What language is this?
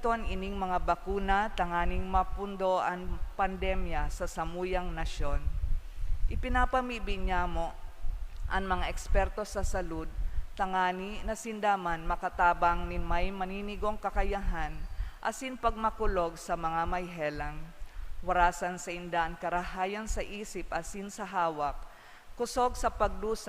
Bikol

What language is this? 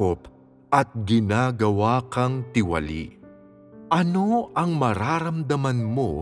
Filipino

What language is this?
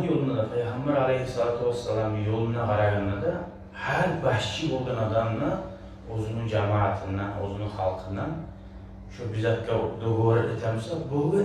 Kumyk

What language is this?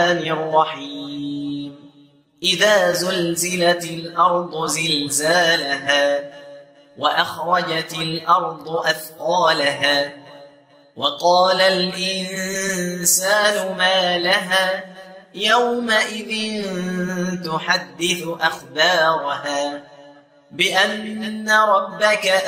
Arabic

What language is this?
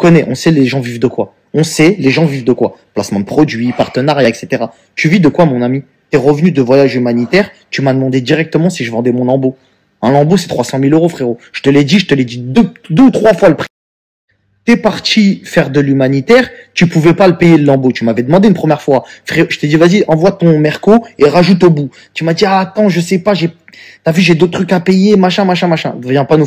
French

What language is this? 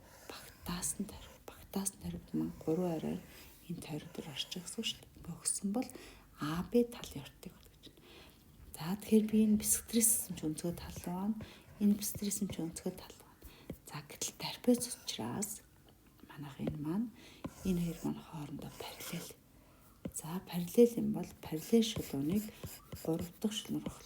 Mongolian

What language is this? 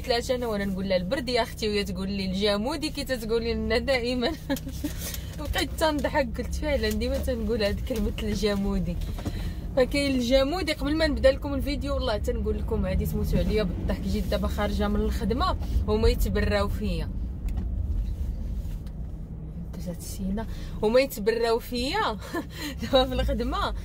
Moroccan Arabic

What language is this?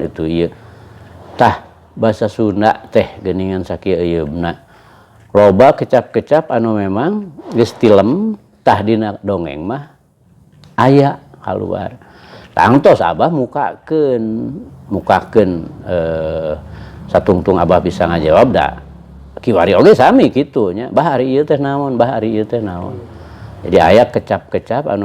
Sundanese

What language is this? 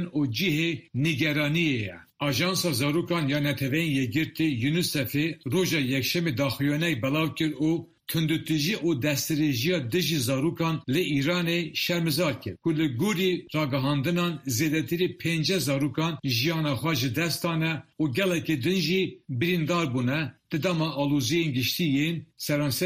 Kurdish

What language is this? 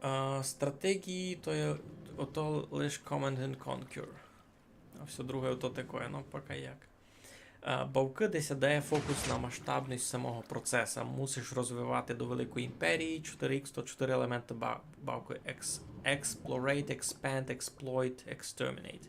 Rusyn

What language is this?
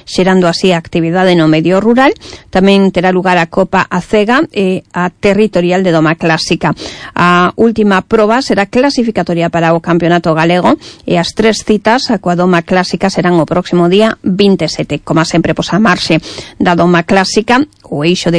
Galician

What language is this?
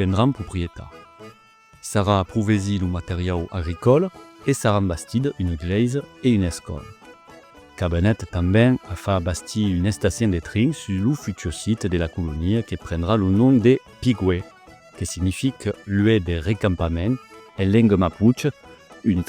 Occitan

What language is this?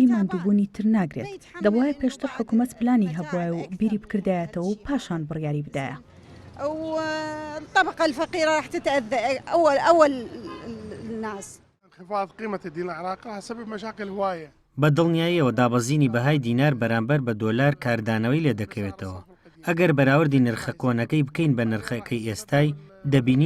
Central Kurdish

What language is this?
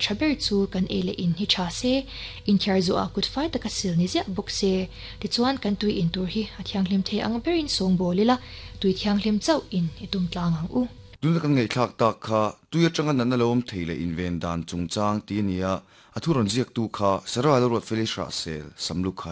Mizo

